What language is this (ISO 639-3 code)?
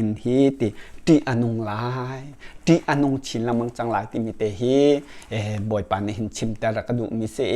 cnh